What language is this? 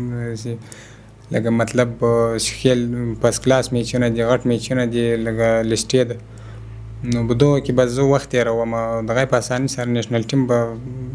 Pashto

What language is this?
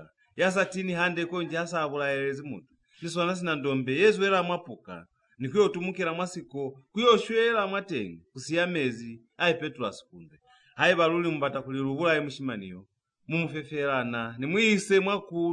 Lozi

